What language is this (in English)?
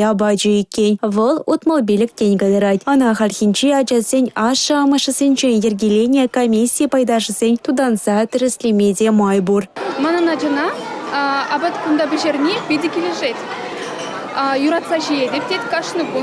Chuvash